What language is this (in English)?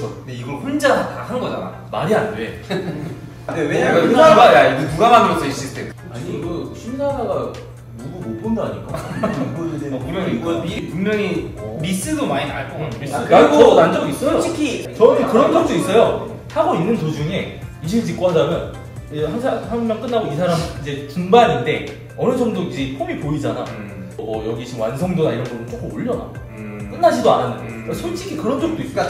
Korean